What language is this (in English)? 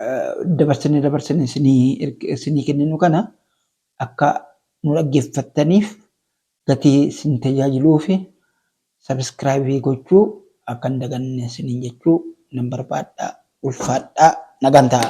Oromo